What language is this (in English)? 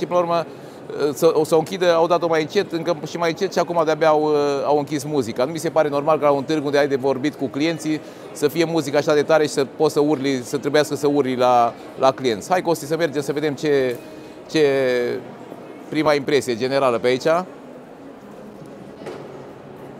Romanian